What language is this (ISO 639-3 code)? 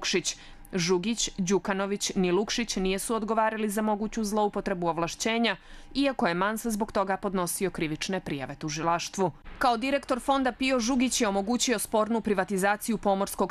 bos